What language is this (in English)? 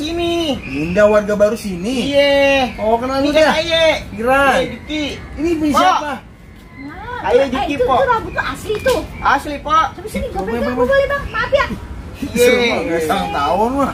Betawi